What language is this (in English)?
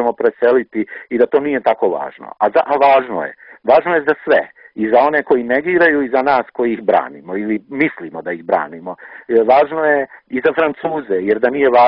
Croatian